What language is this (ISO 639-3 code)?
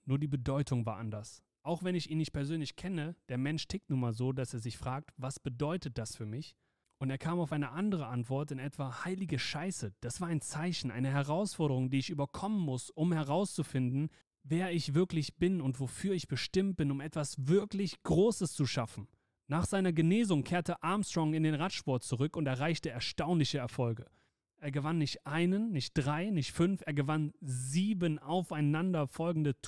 deu